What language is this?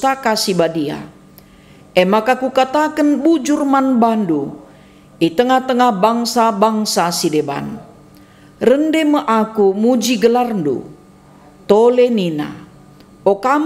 Batak Karo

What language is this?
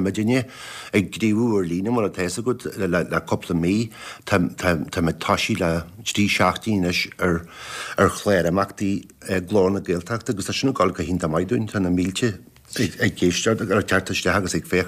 Irish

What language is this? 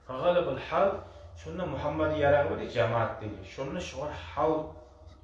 Kumyk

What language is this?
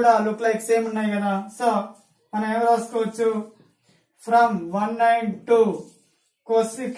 Telugu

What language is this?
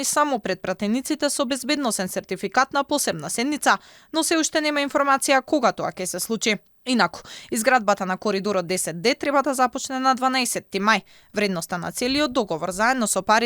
Macedonian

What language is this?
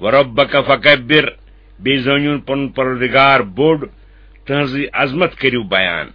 Kashmiri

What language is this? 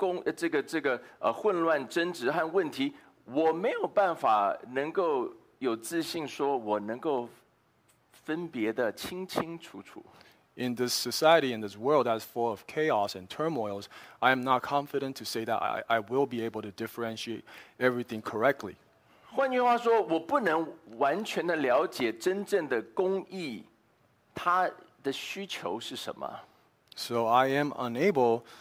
Chinese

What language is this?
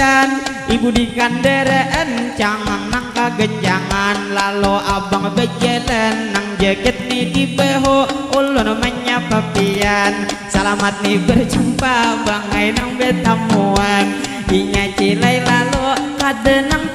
Banjar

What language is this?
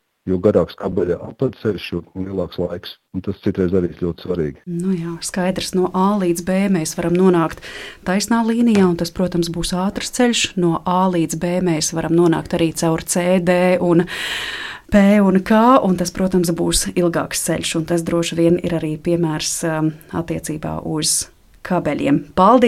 Latvian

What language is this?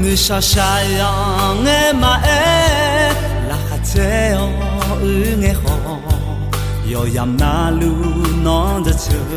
Akha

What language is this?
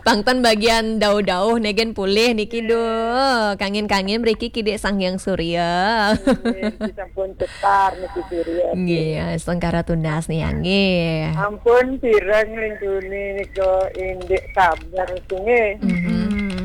Balinese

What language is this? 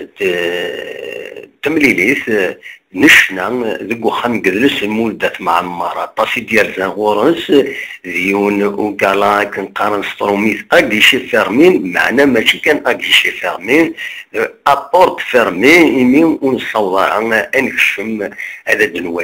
Kabyle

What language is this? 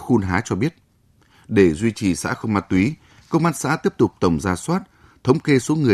Vietnamese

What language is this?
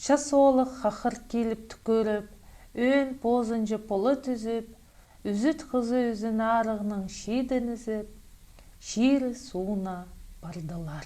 Khakas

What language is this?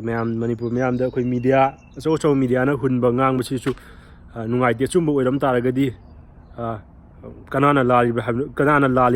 Manipuri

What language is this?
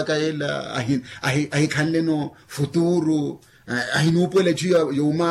Makhuwa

